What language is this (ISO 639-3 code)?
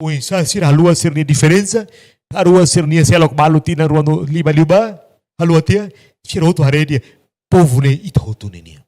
tet